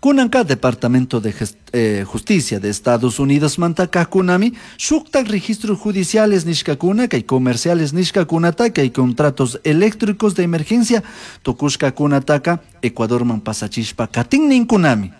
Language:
Chimborazo Highland Quichua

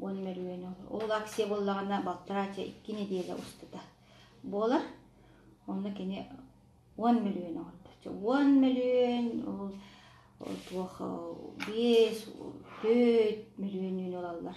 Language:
Yakut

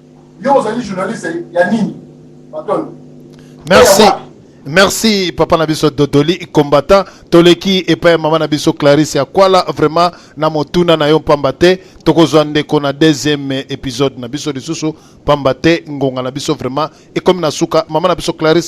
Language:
Lingala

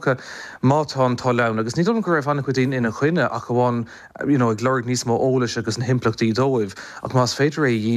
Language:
Irish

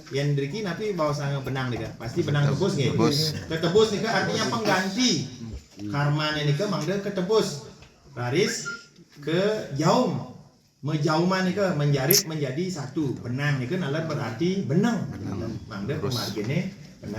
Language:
Balinese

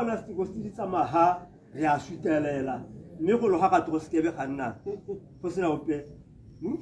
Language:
Tswana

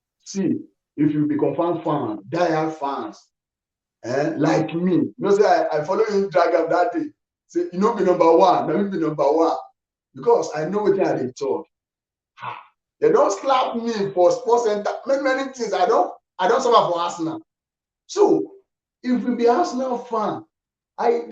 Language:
Nigerian Pidgin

